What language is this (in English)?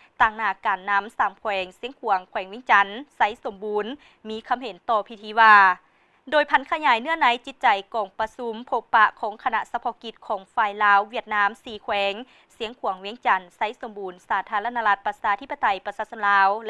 Lao